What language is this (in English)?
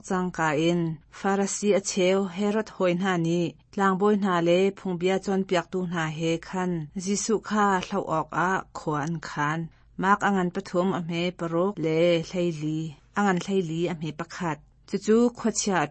Hakha Chin